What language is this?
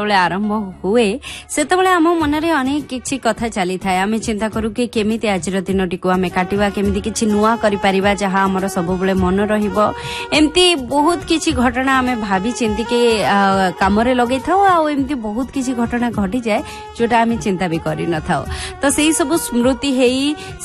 Odia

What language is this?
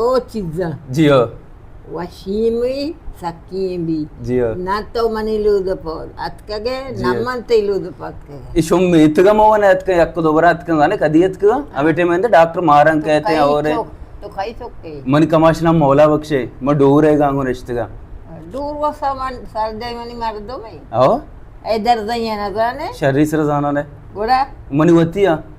Baluchi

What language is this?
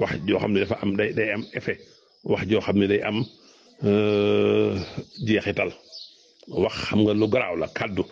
Wolof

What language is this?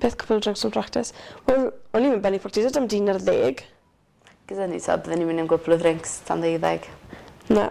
Welsh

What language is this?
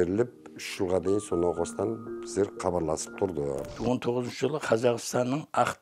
Kara-Kalpak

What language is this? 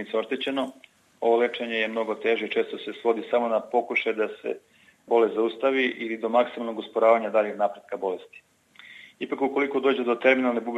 Serbian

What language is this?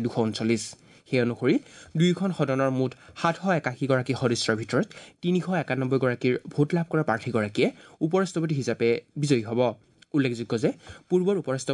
Assamese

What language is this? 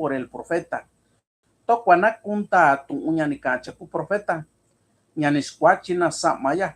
Mixtepec Mixtec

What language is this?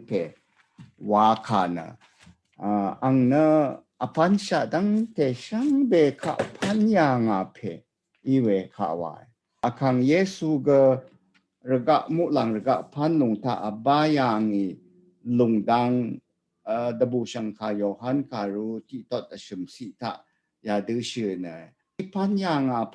Rawang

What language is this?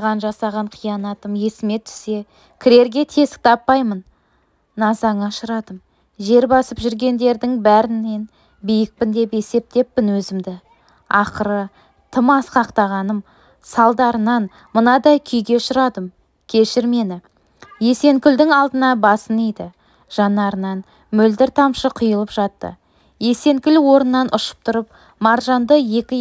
Kazakh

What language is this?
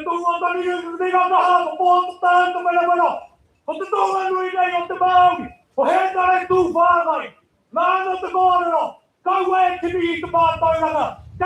Māori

